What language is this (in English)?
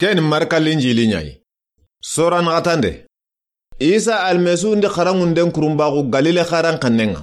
Soninke